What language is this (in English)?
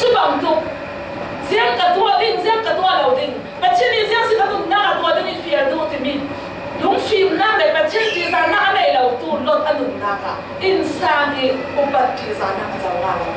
Falam Chin